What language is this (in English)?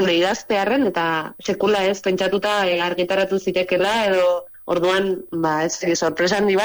Basque